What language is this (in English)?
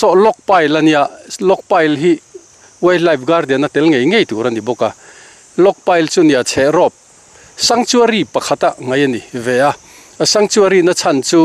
Mizo